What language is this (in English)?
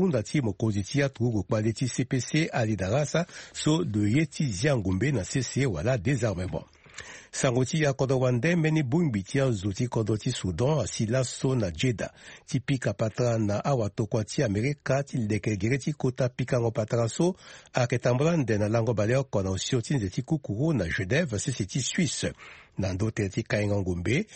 Sango